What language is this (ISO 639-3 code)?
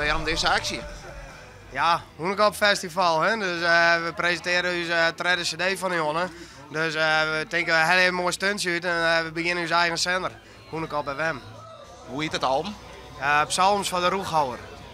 fry